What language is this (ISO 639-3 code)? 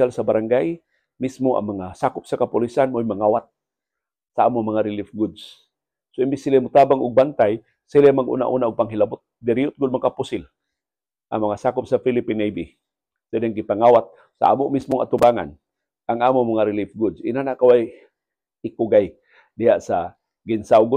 ceb